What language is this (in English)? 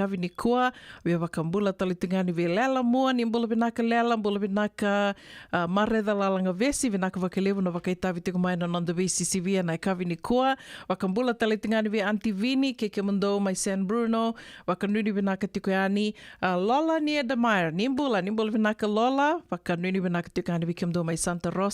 Fijian